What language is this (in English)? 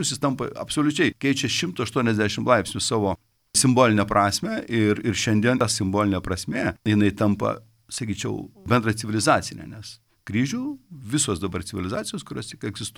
Lithuanian